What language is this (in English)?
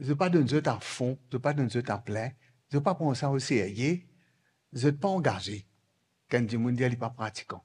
Morisyen